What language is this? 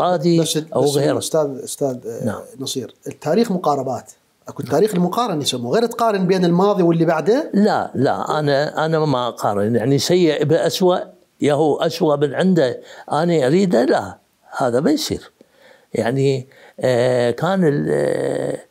Mesopotamian Arabic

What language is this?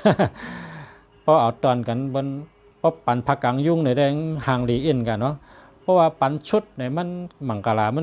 Shan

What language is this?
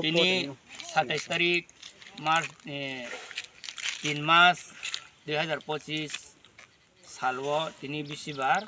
Riang (India)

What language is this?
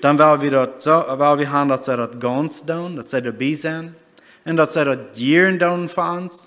Plautdietsch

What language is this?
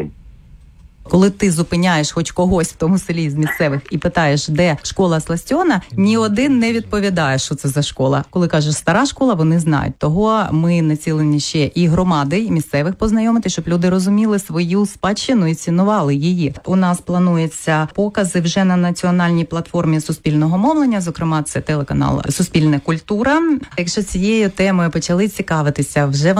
Ukrainian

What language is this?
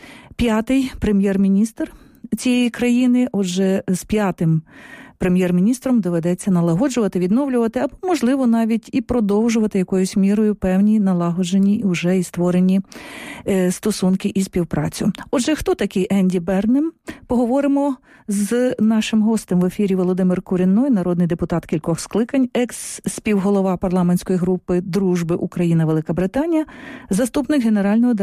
Ukrainian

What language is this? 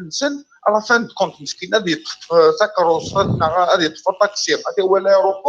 Kabyle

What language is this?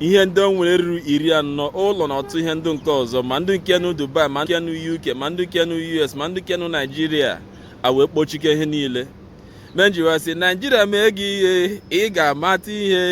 Igbo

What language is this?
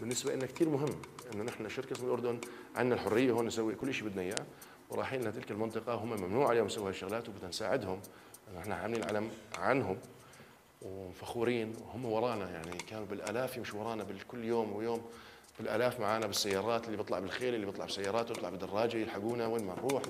North Levantine Arabic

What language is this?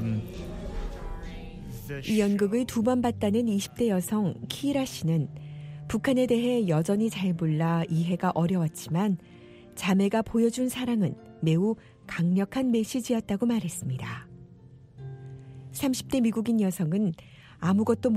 Korean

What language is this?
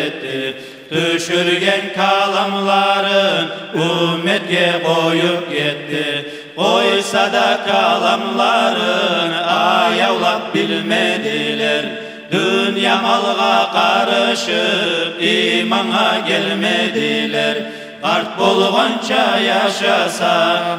Kumyk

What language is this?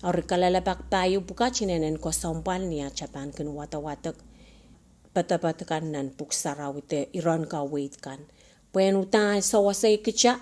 Pohnpeian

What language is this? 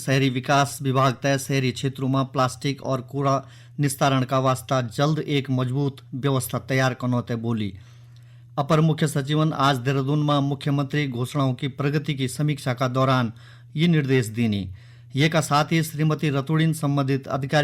Garhwali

